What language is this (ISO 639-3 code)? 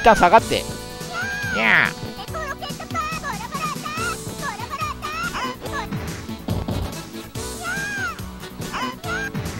jpn